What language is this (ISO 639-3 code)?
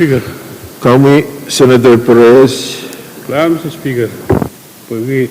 pon